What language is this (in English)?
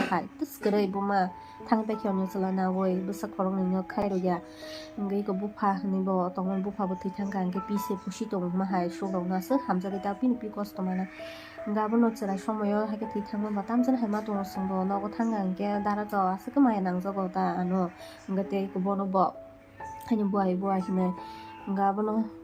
Kok Borok